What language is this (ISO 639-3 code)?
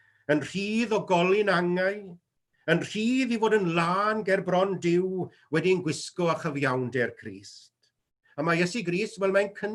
cym